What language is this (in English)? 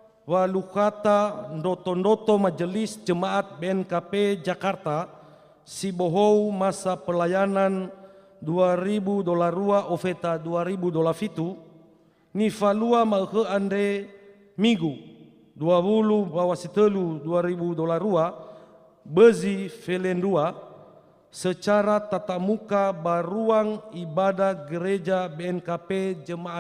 Nias